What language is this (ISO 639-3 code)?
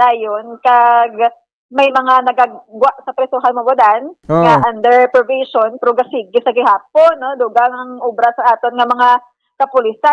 hil